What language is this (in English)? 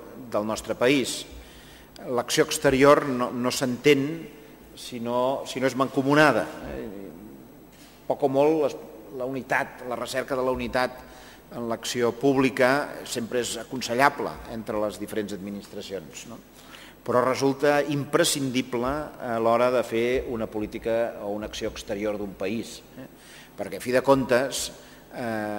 Catalan